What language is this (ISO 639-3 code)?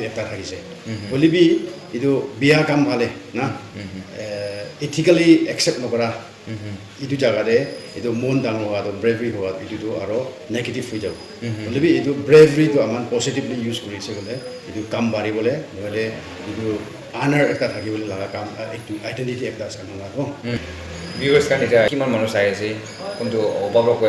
nag